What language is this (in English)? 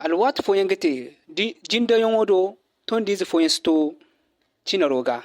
Zarma